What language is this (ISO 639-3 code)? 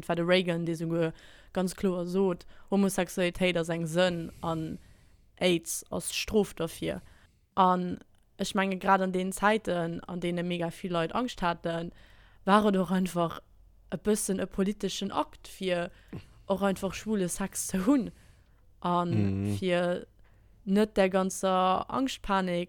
ltz